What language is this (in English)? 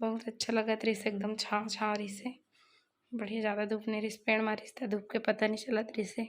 Chhattisgarhi